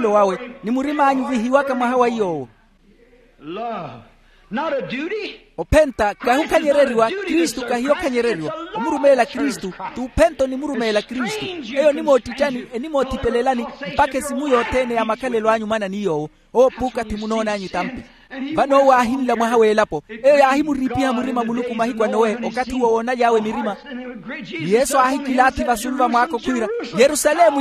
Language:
Makhuwa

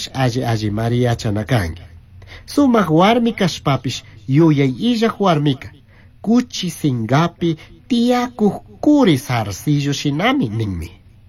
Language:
Chimborazo Highland Quichua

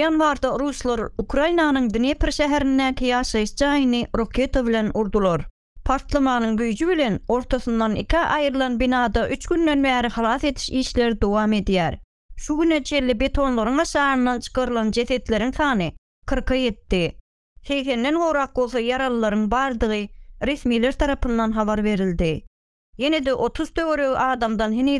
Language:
Turkmen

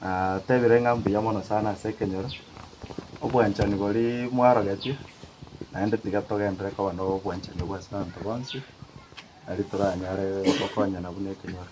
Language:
Gusii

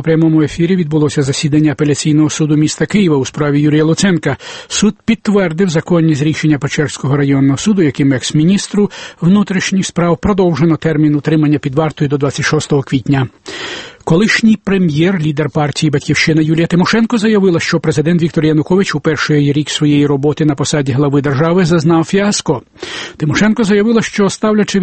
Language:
Ukrainian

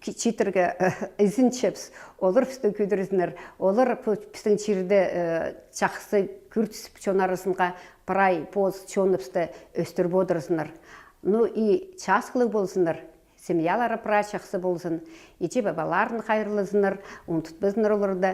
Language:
Khakas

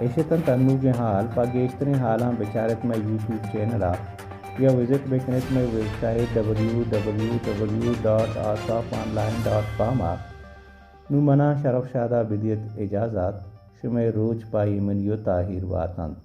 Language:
Baluchi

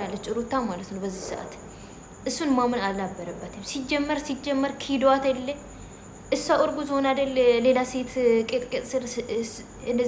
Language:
Amharic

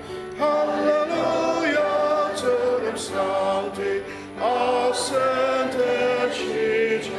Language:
Ao Naga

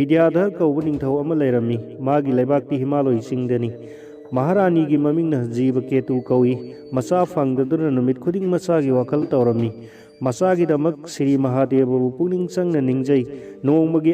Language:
Manipuri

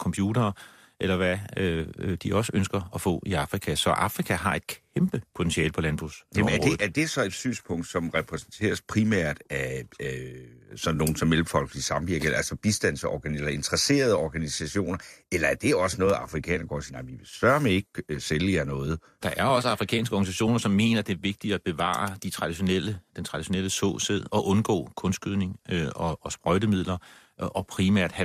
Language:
Danish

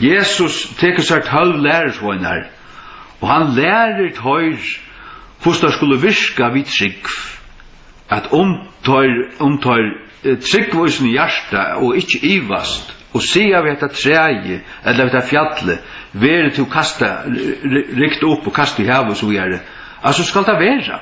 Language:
Faroese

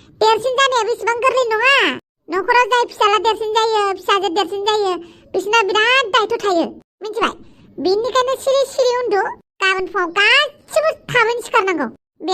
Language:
Bodo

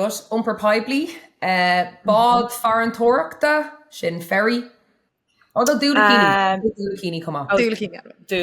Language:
Irish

